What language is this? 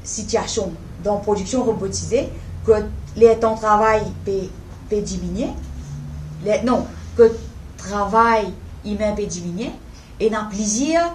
Morisyen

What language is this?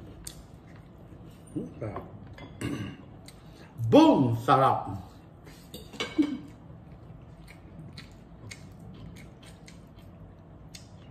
Filipino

